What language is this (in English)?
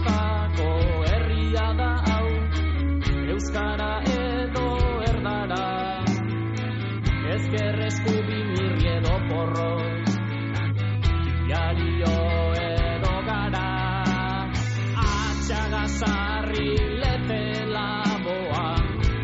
Basque